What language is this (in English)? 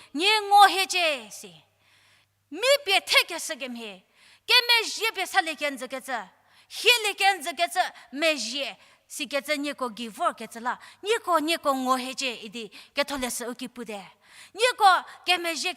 Angami Naga